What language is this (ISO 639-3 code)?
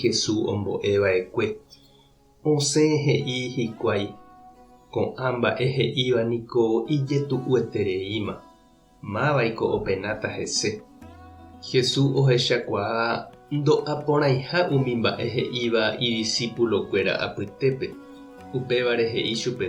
grn